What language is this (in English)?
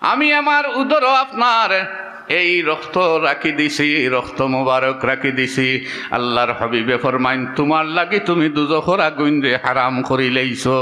Sylheti